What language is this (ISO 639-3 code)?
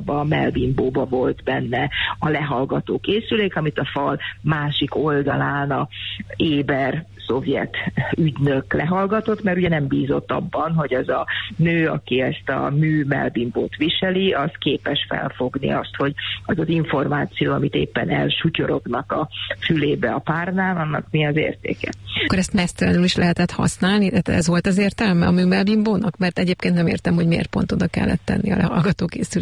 hun